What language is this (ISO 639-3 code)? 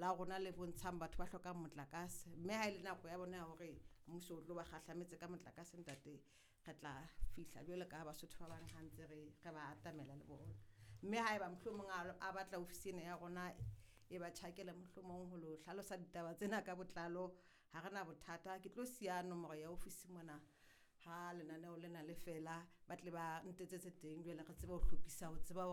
sot